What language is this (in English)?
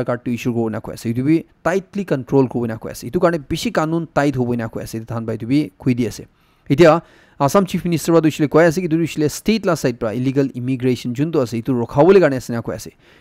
Naga Pidgin